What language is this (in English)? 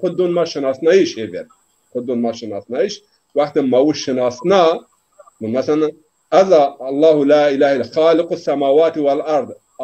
Zaza